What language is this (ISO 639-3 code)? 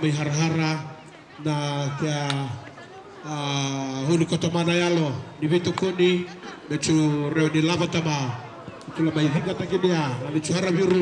fij